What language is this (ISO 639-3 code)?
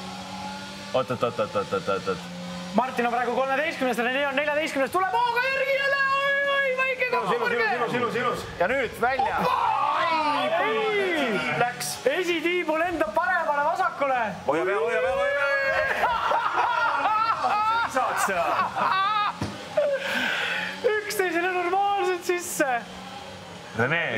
est